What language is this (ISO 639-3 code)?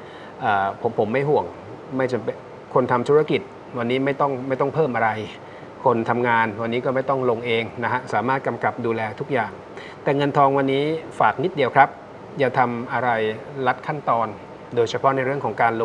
tha